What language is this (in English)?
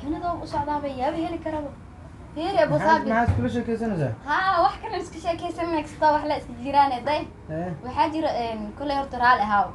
Somali